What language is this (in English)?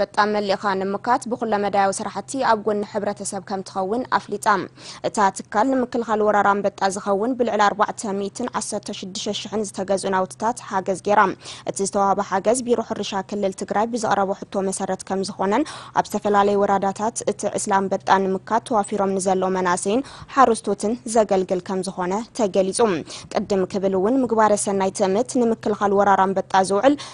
Tigrinya